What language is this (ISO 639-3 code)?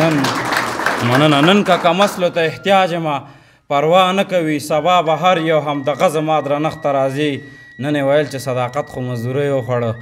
pus